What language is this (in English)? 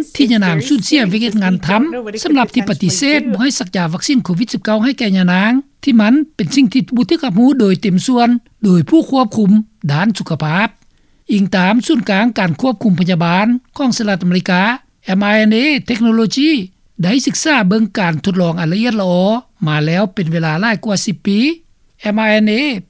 Lao